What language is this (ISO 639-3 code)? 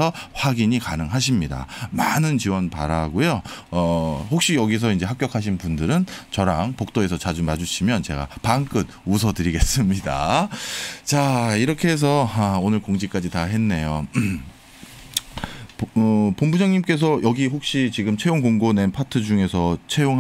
kor